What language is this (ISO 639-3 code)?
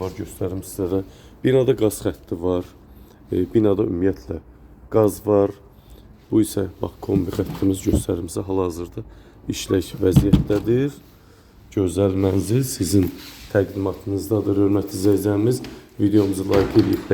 aze